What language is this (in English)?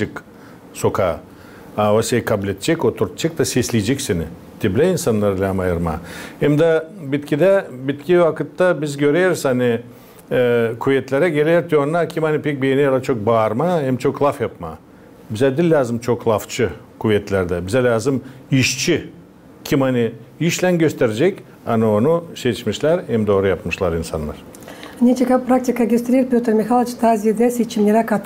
Gagauz